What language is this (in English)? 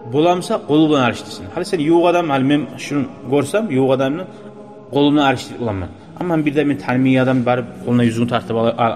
Kumyk